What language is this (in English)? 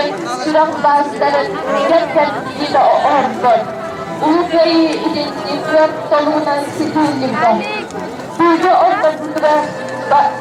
Yakut